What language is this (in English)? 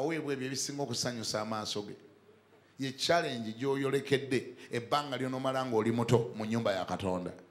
Ganda